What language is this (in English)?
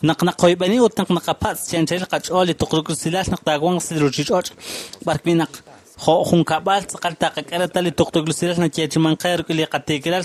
Kekchí